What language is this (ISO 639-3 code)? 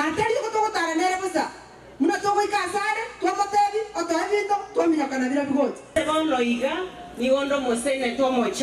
guz